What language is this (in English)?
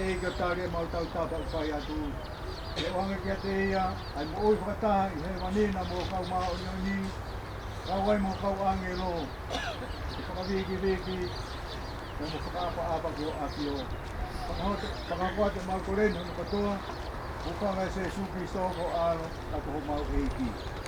Tongan